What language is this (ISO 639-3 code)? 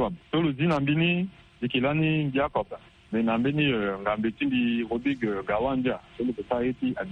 sag